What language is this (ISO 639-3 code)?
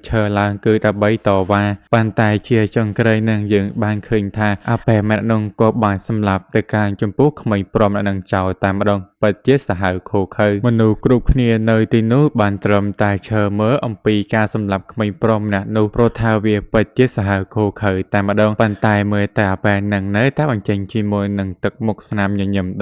khm